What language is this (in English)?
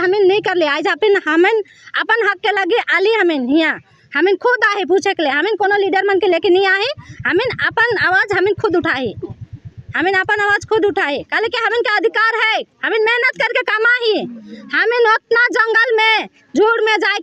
Sadri